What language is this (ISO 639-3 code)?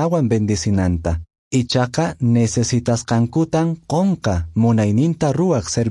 que